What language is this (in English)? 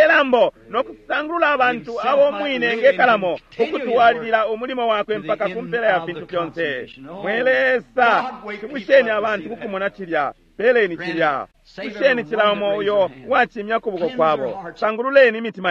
Bemba